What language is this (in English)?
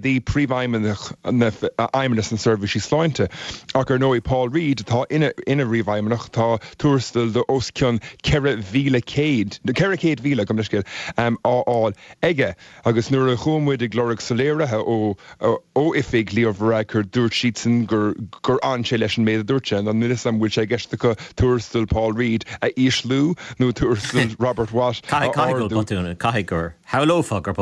Irish